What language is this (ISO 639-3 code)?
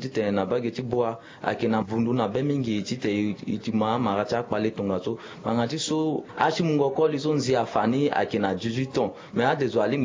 sag